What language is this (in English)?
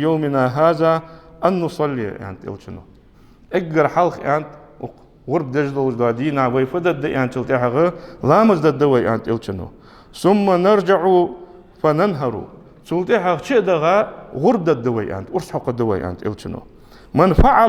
Ingush